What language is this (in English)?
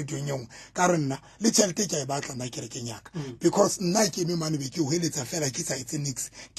Southern Sotho